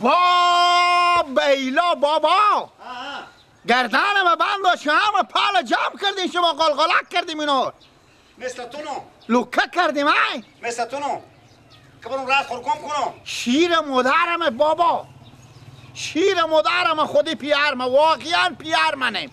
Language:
Persian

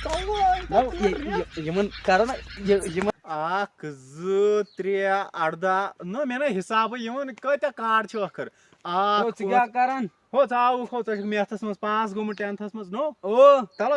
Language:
Kashmiri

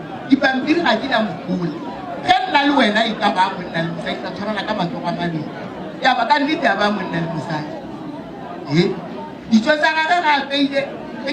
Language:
Northern Sotho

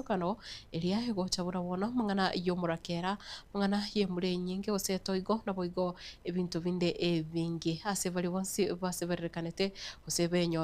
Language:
Gusii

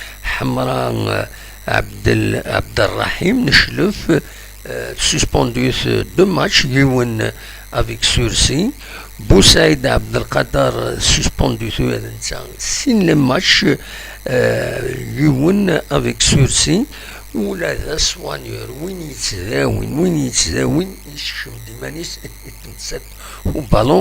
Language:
Kabyle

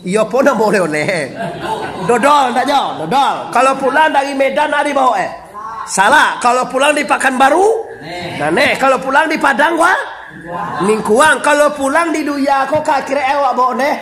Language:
Minangkabau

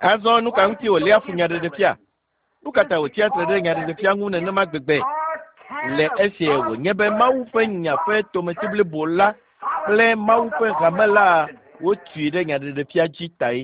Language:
Ewe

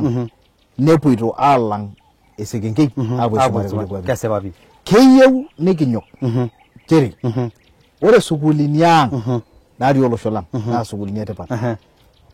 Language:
Masai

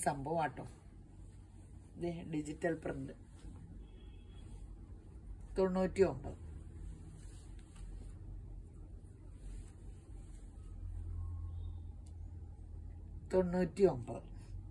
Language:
Malayalam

